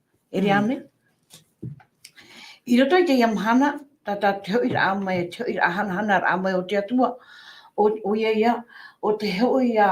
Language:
Tahitian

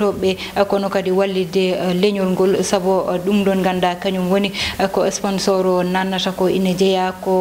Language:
Fula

